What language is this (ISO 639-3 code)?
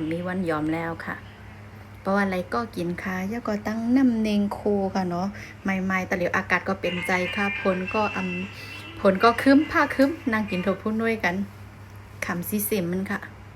shn